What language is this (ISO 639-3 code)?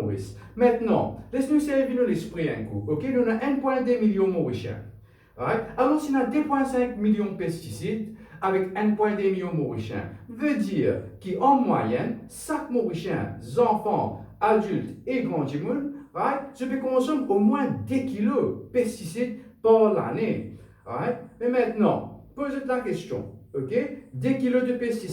mfe